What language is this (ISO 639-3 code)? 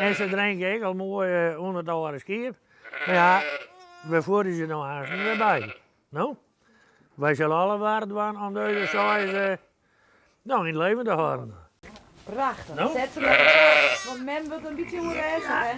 fry